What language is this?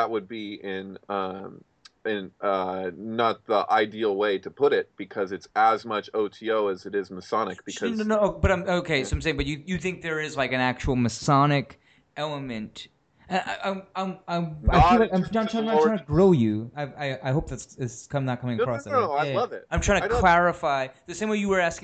English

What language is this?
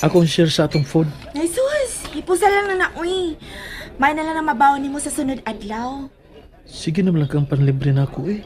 Cebuano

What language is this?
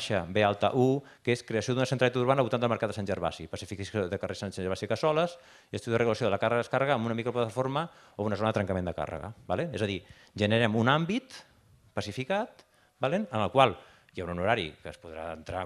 Catalan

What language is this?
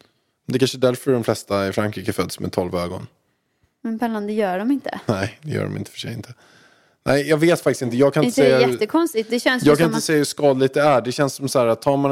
Swedish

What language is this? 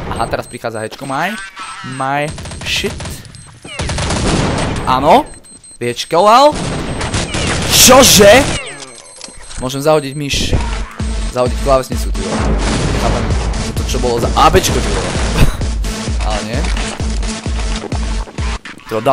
Slovak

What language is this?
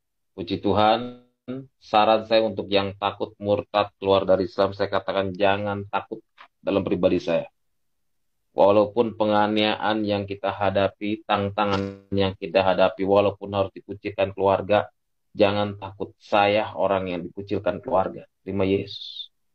Indonesian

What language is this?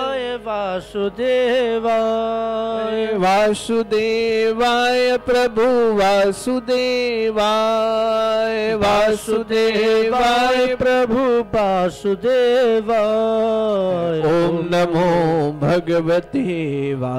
Hindi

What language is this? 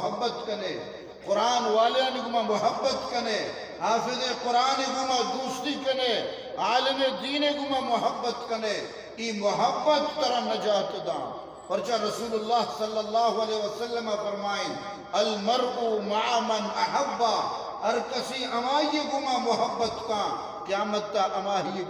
Eastern Balochi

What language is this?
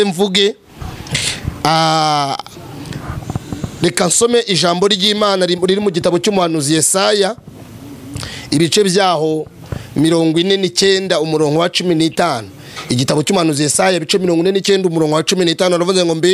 Kinyarwanda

